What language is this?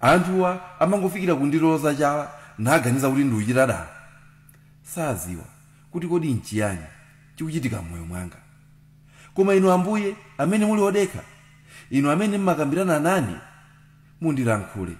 Nyanja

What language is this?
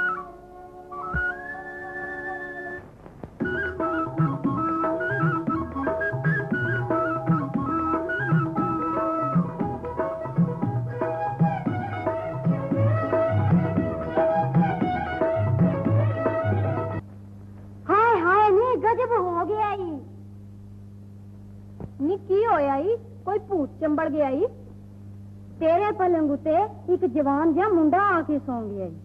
Punjabi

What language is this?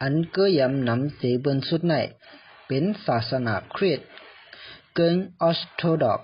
Shan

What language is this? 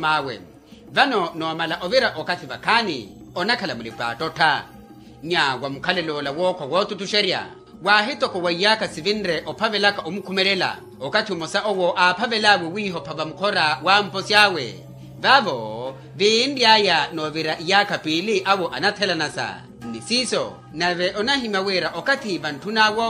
Makhuwa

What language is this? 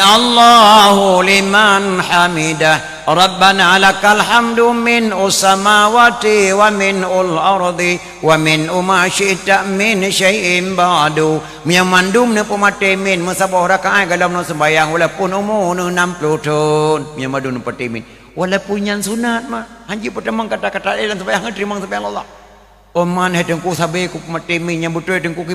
Achinese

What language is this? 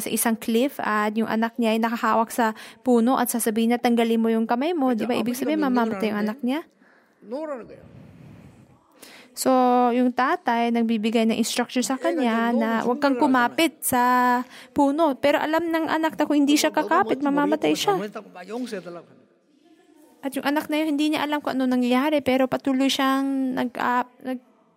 Filipino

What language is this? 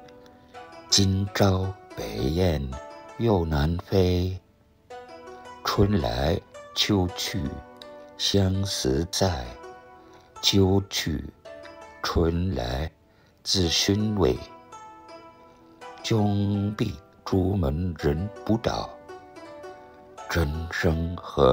Low German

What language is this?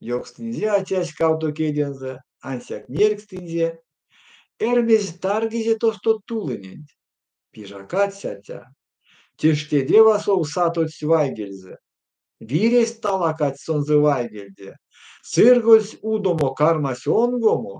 Erzya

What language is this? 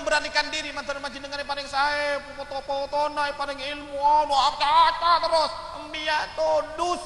Madurese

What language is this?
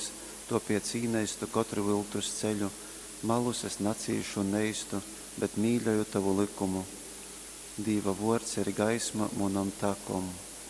Latgalian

